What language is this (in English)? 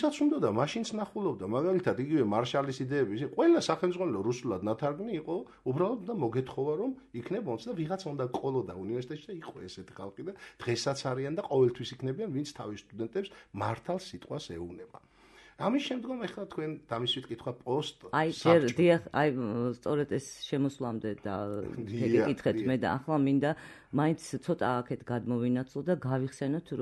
Georgian